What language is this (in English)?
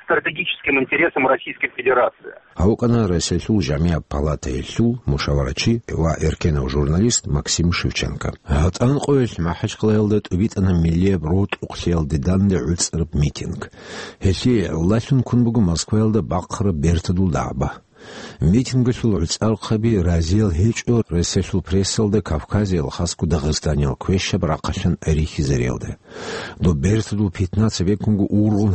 Avaric